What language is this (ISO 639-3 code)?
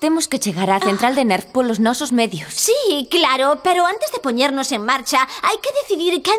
glg